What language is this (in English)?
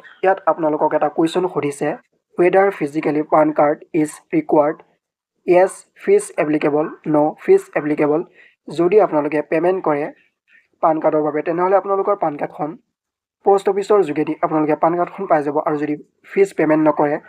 Assamese